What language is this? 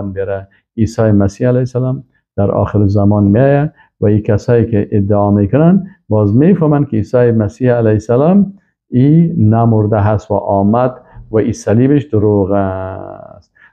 Persian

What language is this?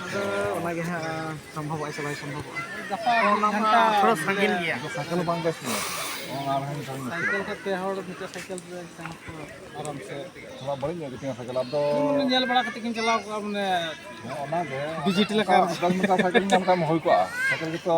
Santali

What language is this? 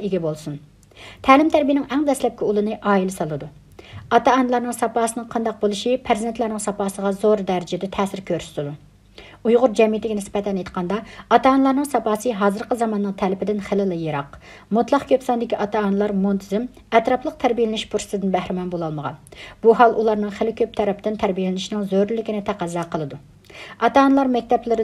Uyghur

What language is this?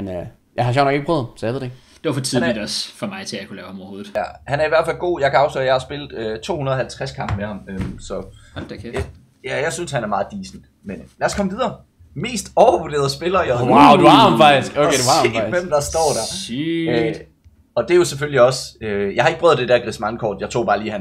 Danish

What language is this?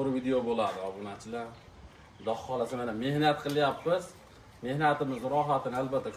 Uzbek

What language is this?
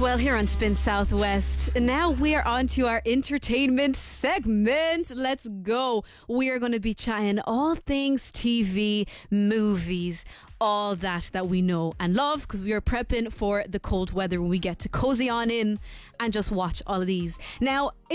English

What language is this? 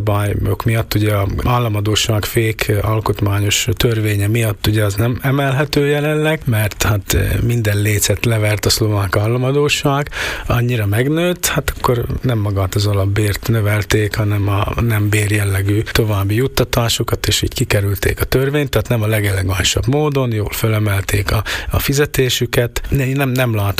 Hungarian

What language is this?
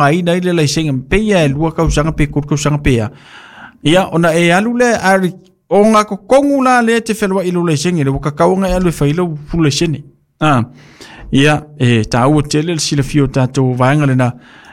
Samoan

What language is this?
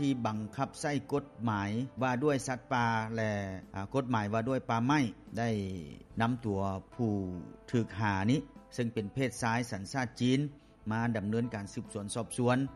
Lao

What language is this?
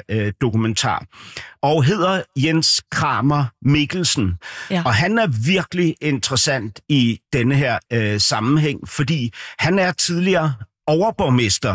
Danish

